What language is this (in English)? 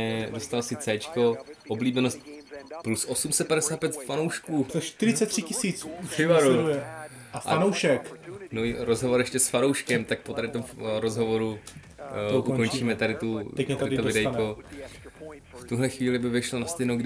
Czech